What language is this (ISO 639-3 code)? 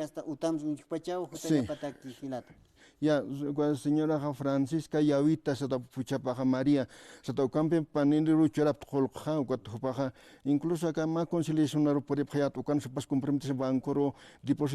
aym